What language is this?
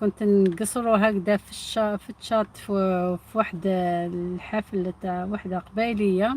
Algerian Arabic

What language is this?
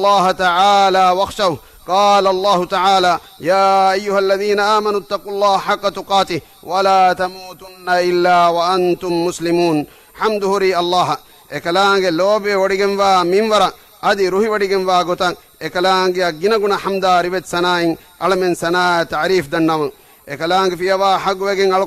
Divehi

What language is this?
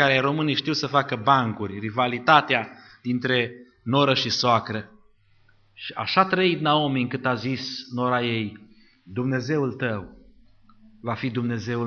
Romanian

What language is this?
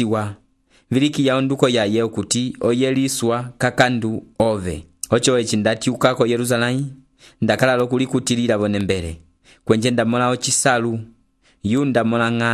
Umbundu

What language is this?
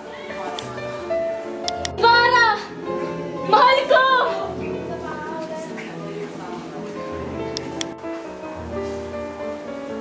Filipino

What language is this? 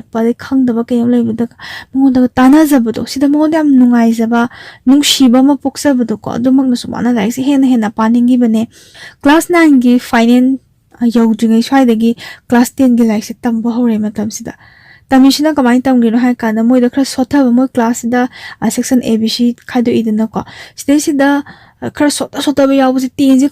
Manipuri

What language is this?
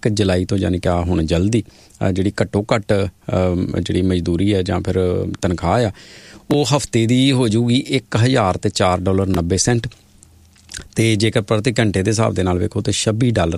Punjabi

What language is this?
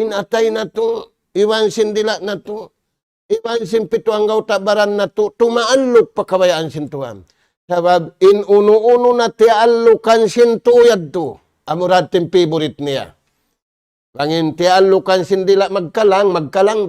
Tausug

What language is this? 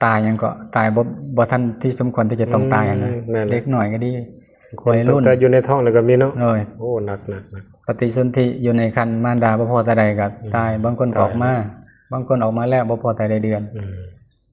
Lao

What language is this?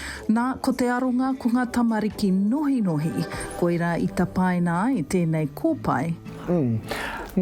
Māori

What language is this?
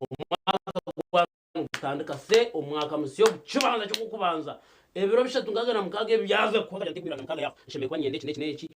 Nyankole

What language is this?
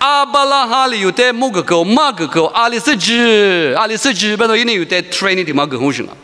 Lisu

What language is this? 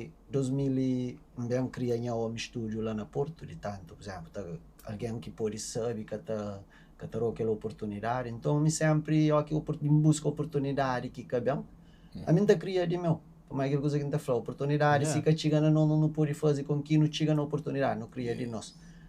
Kabuverdianu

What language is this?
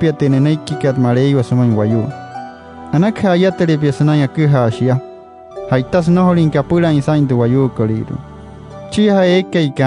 Wayuu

